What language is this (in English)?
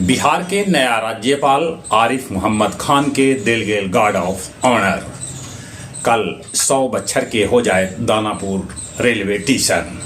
Magahi